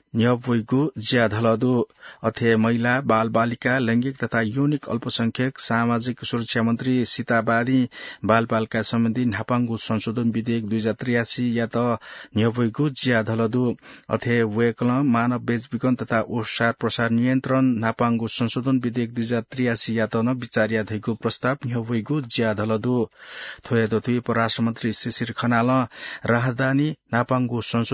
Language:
Newari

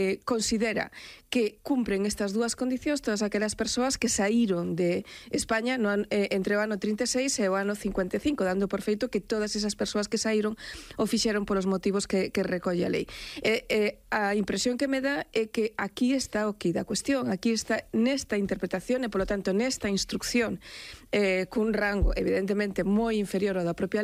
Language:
Galician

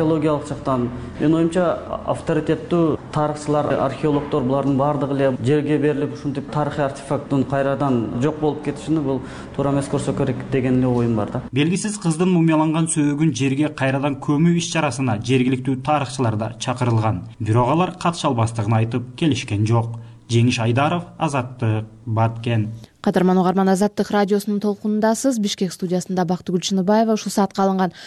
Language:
Kyrgyz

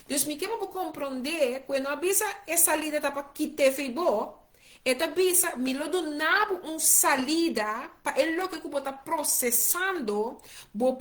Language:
Papiamento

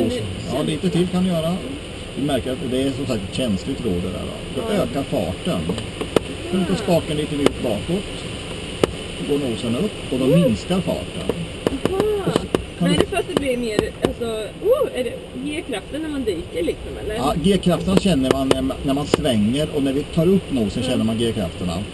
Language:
Swedish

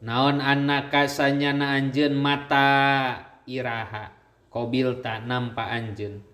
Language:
Sundanese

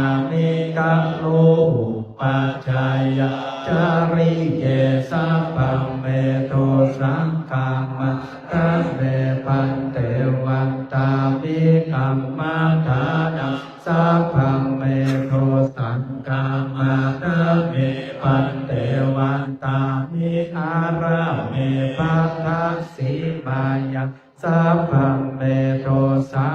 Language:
Pali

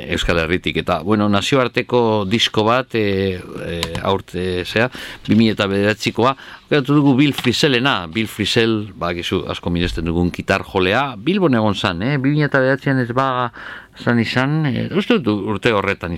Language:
Basque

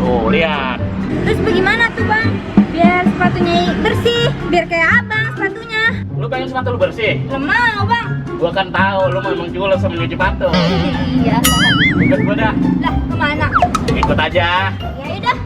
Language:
Betawi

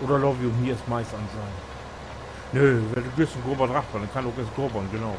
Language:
Low German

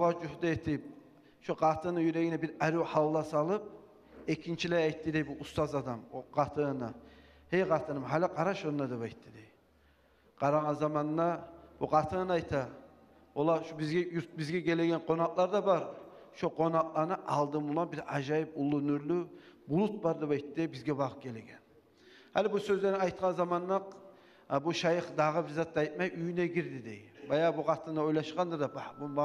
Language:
Kumyk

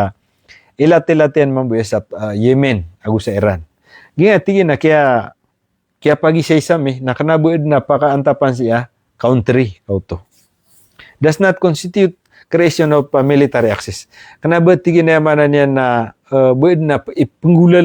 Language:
Maranao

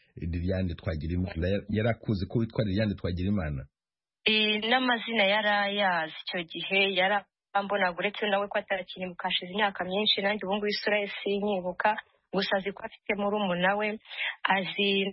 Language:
Kinyarwanda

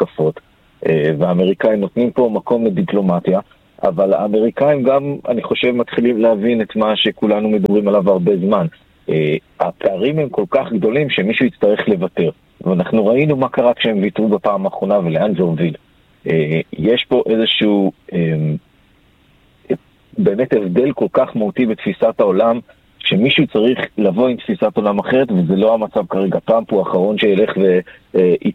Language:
Hebrew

